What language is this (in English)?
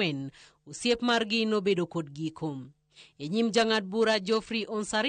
Luo (Kenya and Tanzania)